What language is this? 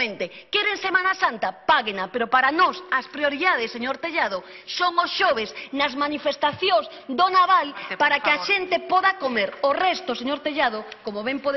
Galician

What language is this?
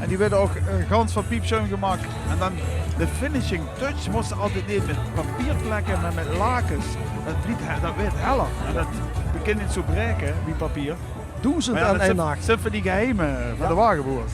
Limburgish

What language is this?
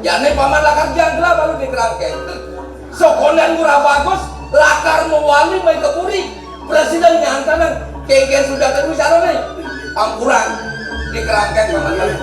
Balinese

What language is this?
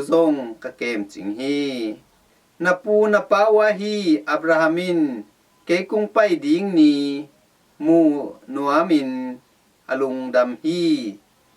Tedim Chin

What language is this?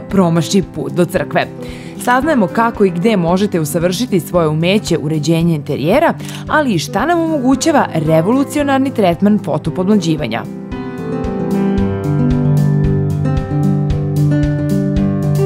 Serbian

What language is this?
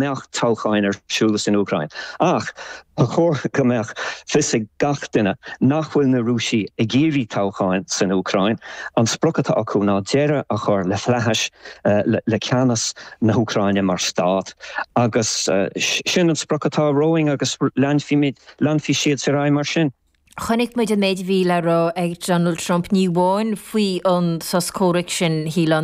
Irish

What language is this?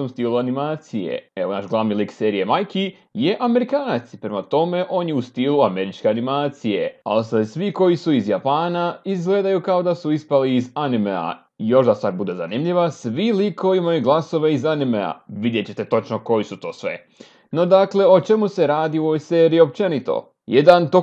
Croatian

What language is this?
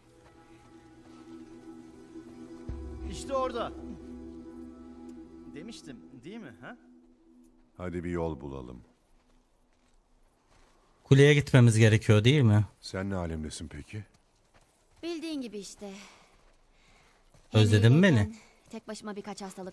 Turkish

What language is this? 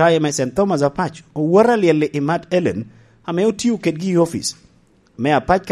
Lango (Uganda)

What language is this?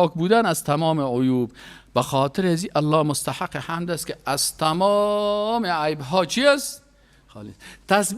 Persian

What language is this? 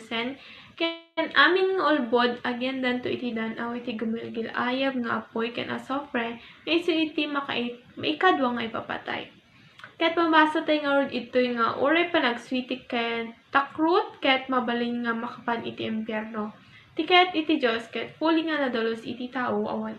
Iloko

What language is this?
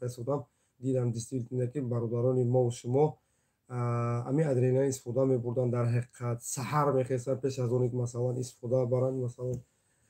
Tajik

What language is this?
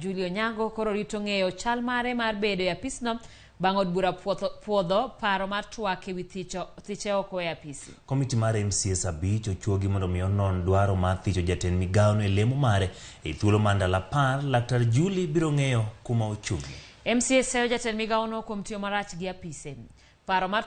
Luo (Kenya and Tanzania)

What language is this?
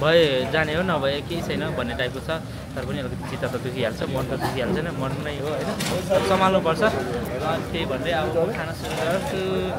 Nepali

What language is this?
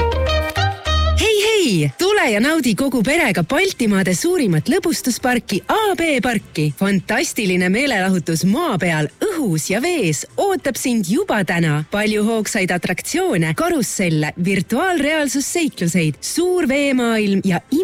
Estonian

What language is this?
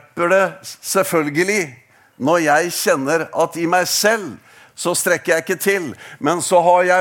Norwegian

